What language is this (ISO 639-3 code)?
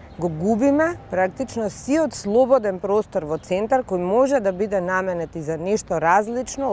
mkd